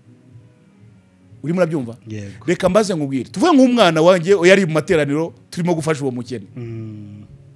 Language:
Kinyarwanda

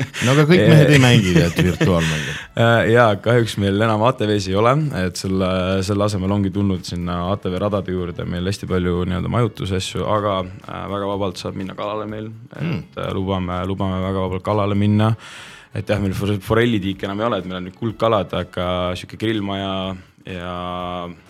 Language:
Estonian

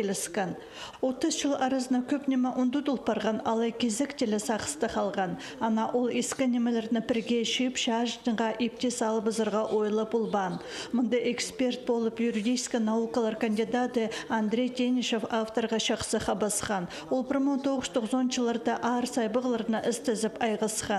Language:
Khakas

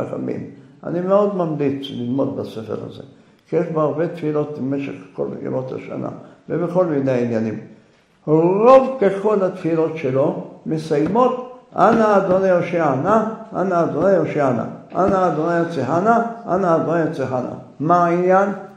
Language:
Hebrew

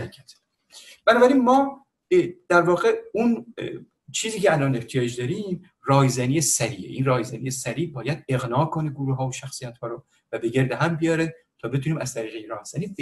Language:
Persian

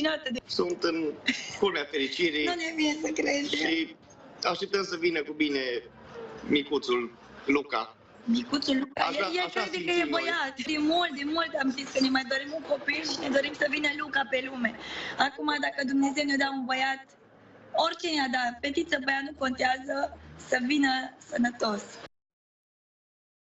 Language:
Romanian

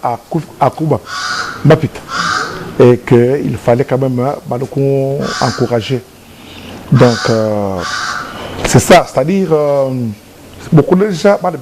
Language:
Luba-Lulua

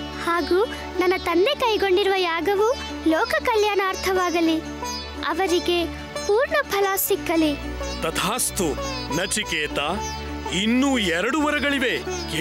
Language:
Kannada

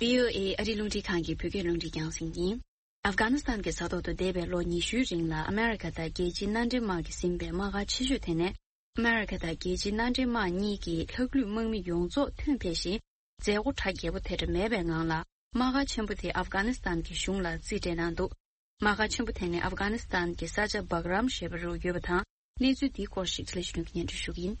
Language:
Tibetan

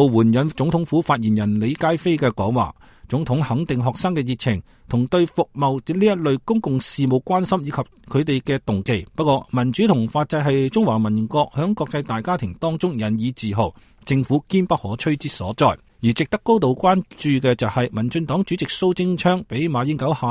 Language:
Cantonese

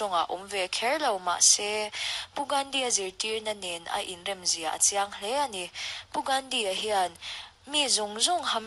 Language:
Mizo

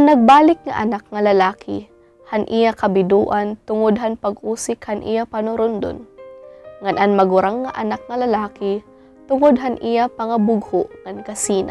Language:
Waray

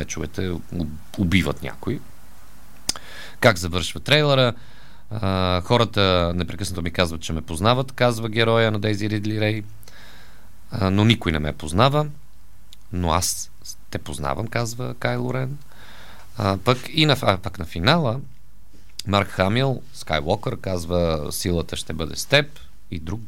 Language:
Bulgarian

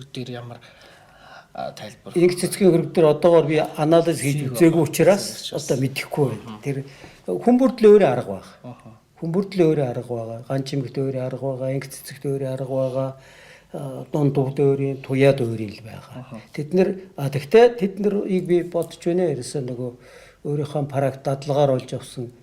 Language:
Mongolian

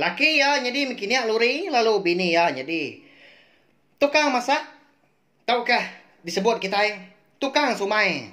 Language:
Iban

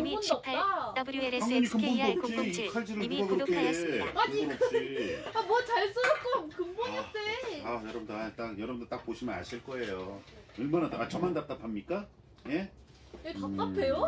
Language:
Korean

